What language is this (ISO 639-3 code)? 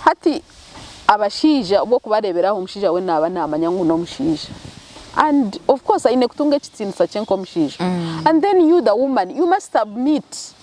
nyn